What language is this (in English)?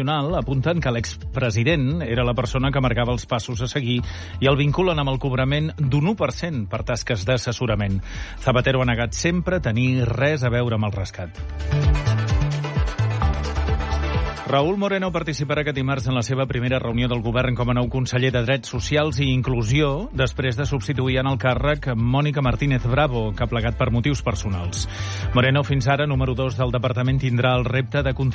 Catalan